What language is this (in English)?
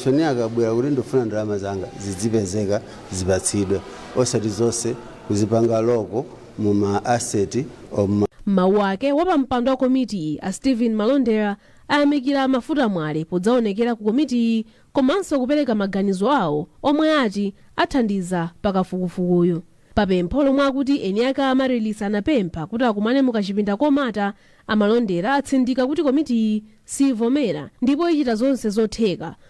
Nyanja